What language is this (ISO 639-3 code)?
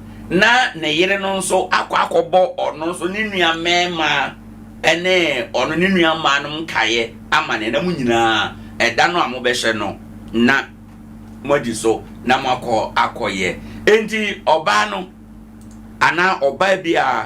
aka